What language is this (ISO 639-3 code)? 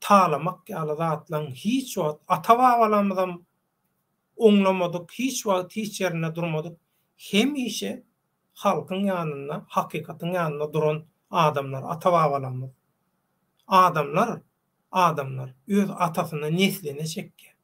tuk